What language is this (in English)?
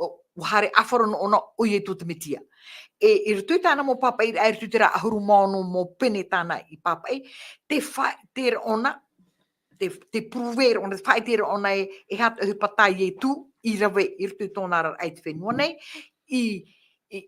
Tahitian